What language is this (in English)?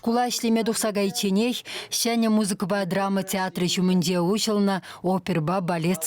Chuvash